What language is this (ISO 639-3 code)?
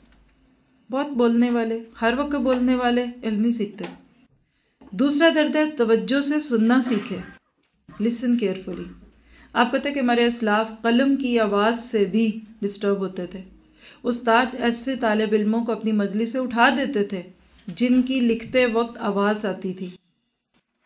urd